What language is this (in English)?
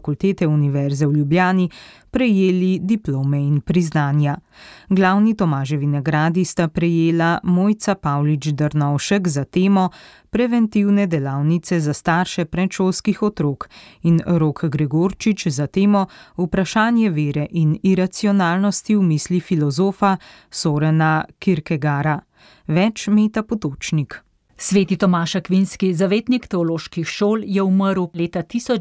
Slovenian